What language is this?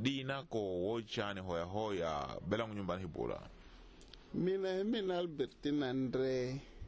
Tsonga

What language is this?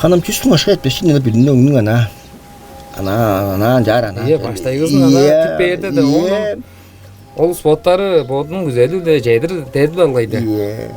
Tuvinian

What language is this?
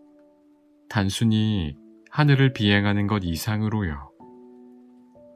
Korean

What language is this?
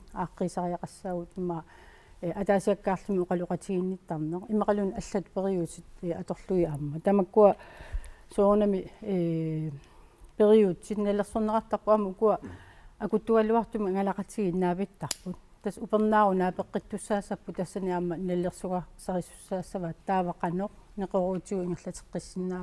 Kalaallisut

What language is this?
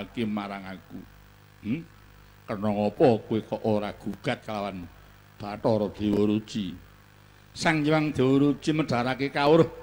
Javanese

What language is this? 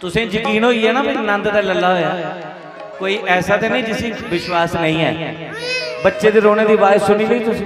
Dogri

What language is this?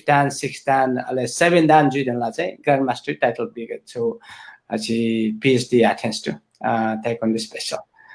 Newari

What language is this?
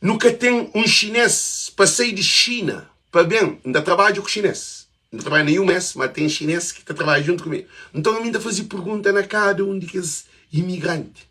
Kabuverdianu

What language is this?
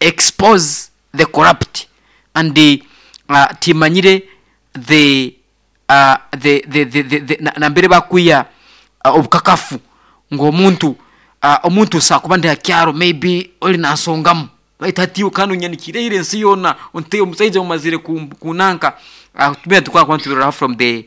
Nyoro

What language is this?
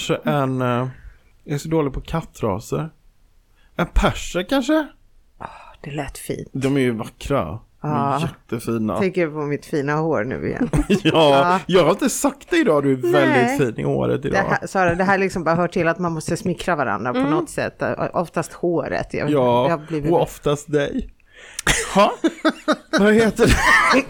Swedish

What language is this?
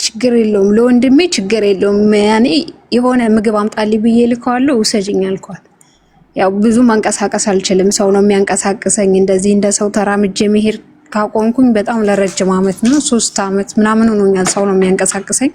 Amharic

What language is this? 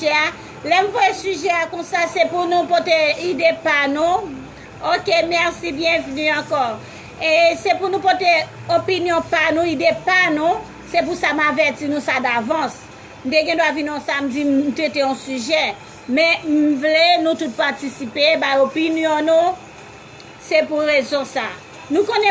Haitian Creole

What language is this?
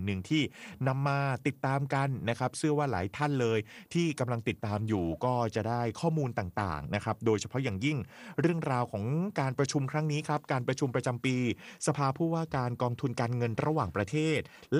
Thai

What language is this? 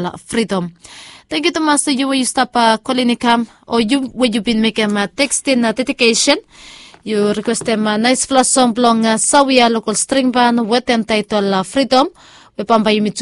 Bislama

